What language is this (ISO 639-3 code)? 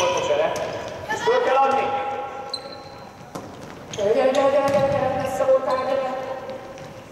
hun